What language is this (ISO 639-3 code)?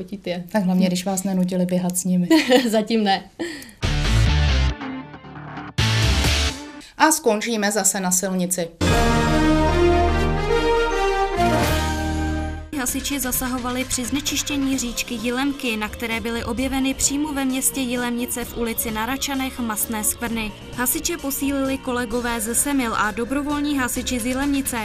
ces